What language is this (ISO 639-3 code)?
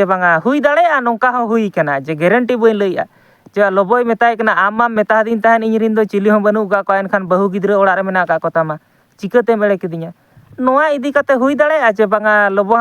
sat